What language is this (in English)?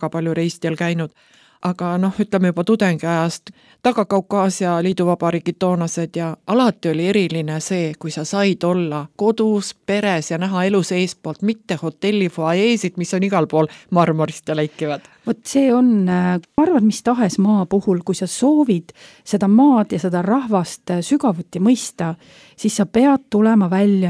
Estonian